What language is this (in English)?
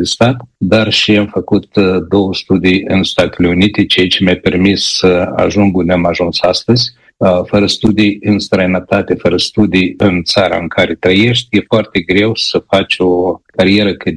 Romanian